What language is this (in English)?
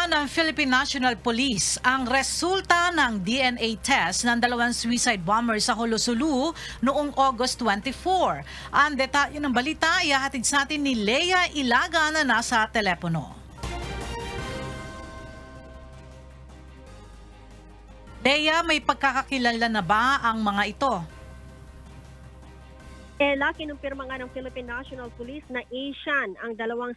Filipino